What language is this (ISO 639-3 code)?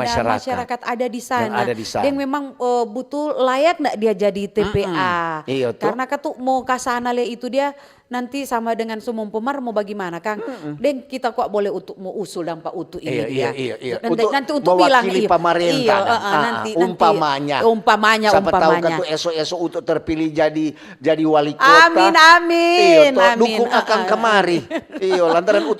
xmm